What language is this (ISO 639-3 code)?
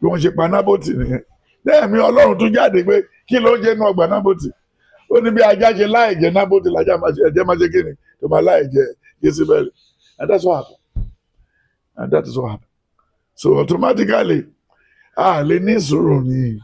yor